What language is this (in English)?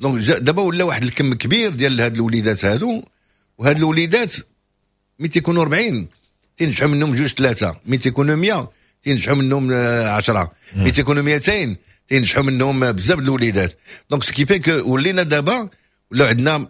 Moroccan Arabic